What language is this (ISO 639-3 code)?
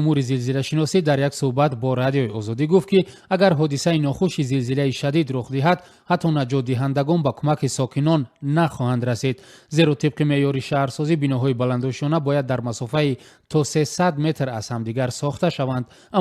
tgk